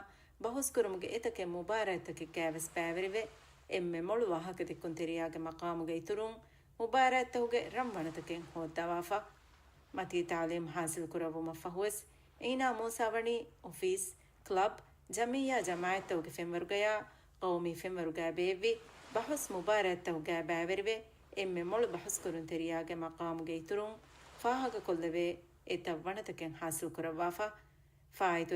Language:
Divehi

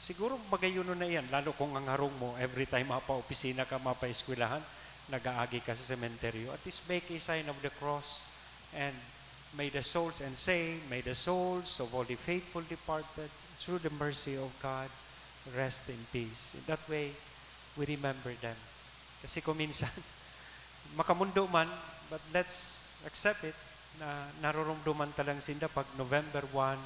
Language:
Bikol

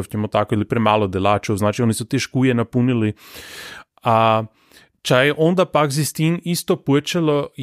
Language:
Slovenian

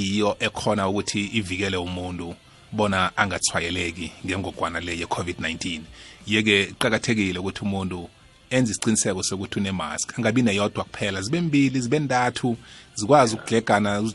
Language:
South Ndebele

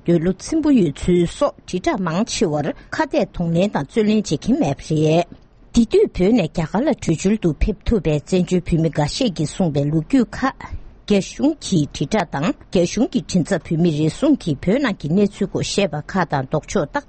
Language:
Tibetan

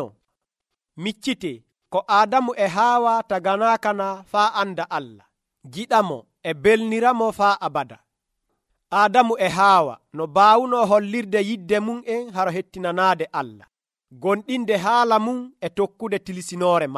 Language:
Nigerian Fulfulde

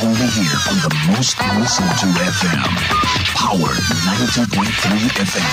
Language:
Waray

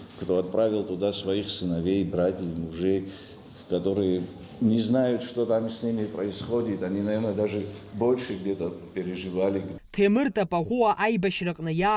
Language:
Abkhazian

